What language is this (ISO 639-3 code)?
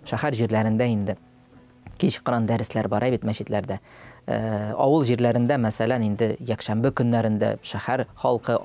tat